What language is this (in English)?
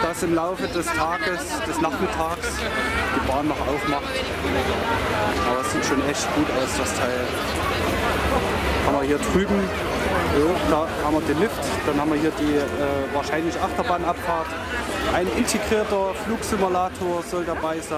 German